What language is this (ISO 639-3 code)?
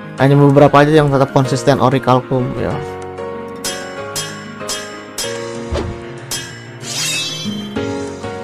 ind